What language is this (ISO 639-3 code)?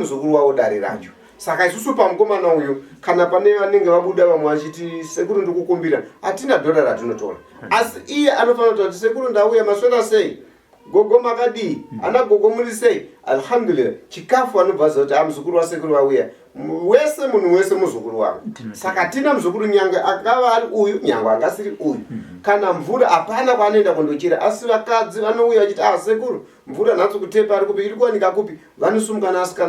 sna